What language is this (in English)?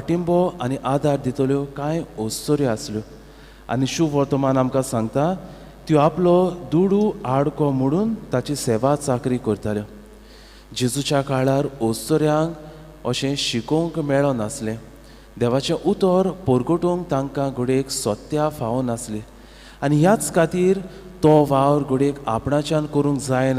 Konkani